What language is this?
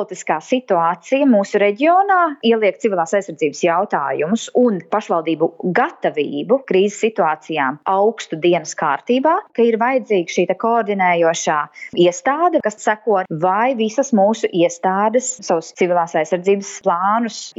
Latvian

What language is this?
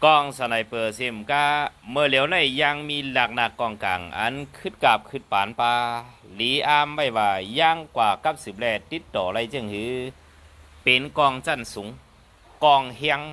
Shan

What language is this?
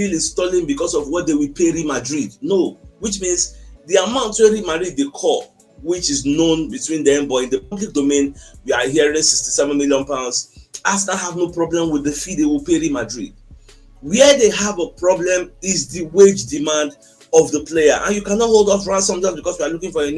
Nigerian Pidgin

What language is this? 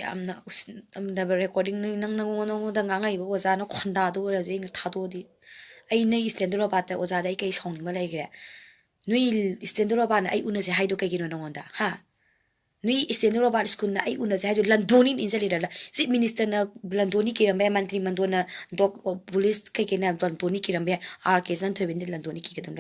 Manipuri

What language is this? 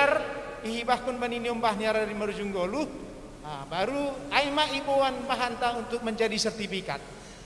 Batak Simalungun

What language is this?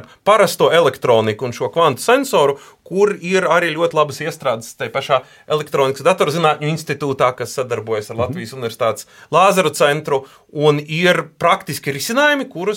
Latvian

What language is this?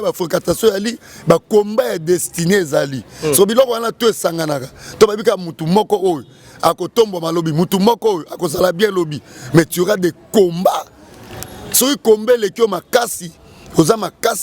Lingala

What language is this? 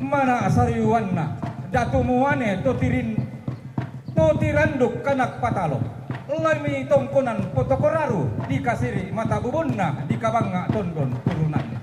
Toraja-Sa'dan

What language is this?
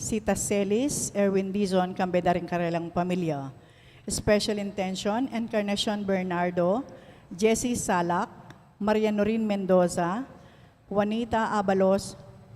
Pampanga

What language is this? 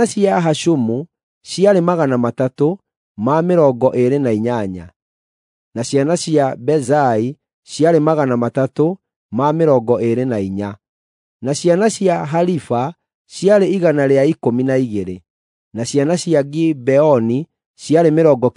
Kikuyu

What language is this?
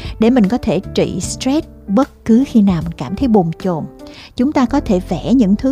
Vietnamese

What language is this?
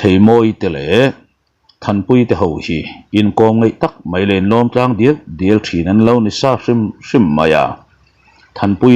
Mizo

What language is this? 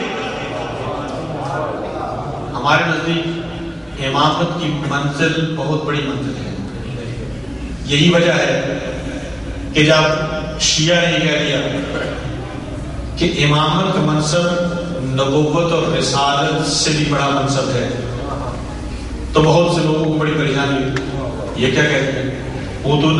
Urdu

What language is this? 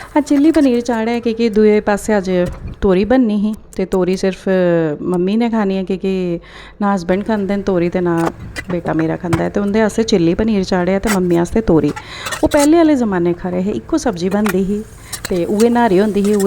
Dogri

